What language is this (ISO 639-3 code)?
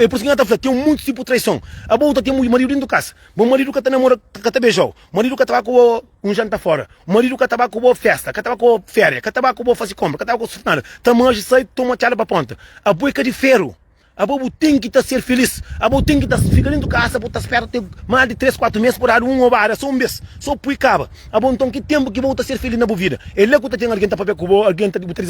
kea